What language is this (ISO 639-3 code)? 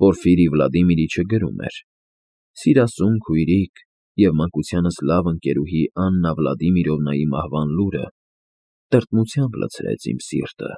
hye